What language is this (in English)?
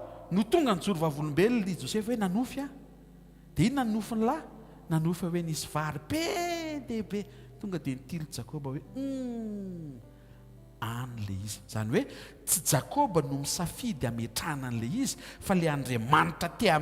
Malagasy